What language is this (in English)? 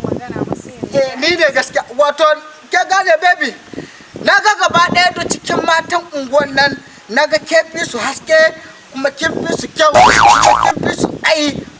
Hausa